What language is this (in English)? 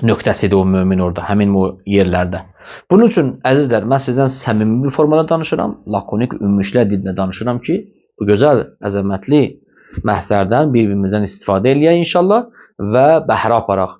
Azerbaijani